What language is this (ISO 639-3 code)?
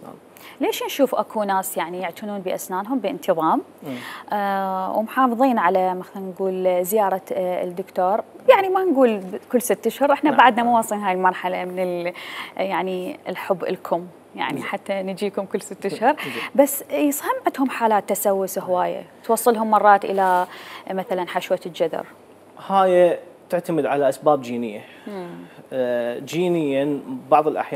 acm